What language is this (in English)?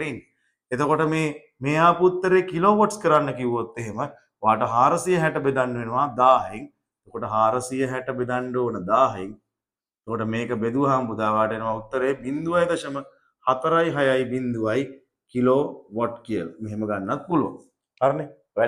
Sinhala